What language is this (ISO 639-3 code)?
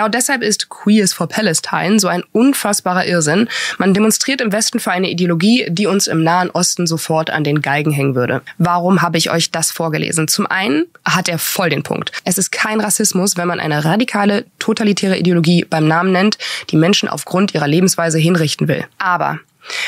deu